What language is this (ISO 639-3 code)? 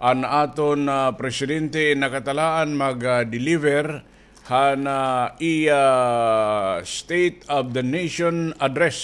war